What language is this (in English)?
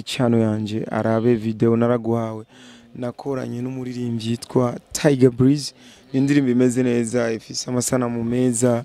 Rundi